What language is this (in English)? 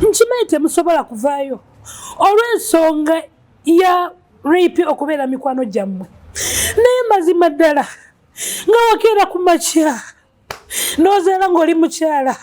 Ganda